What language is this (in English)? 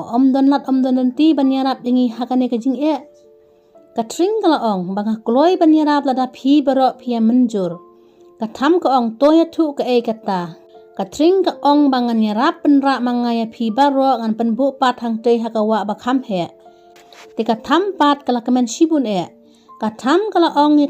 Khasi